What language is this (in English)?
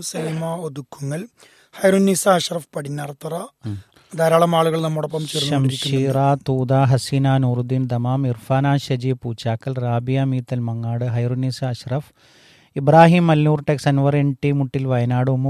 Malayalam